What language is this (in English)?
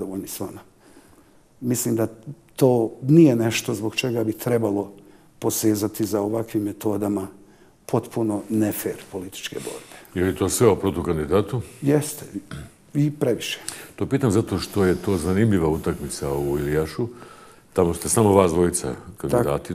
Bosnian